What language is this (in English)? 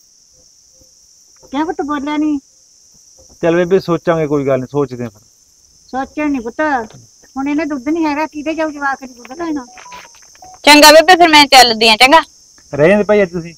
Punjabi